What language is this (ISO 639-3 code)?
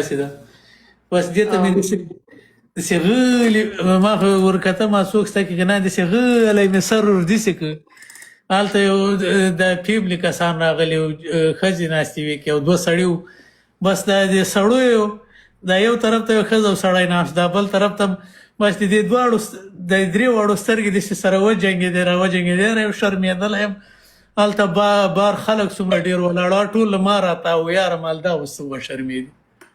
pus